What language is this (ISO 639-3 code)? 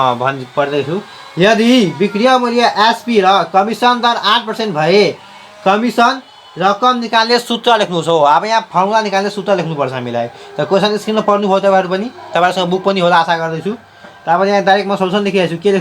nep